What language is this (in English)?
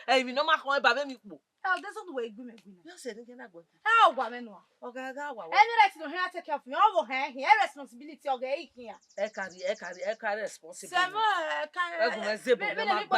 Bini